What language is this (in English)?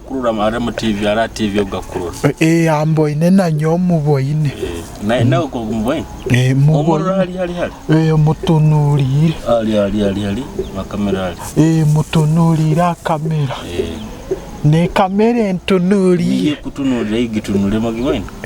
Nyoro